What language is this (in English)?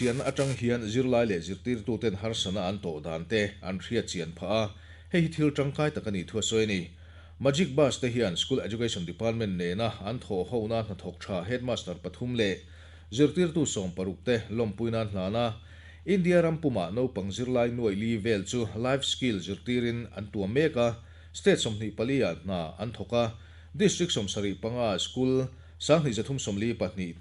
Mizo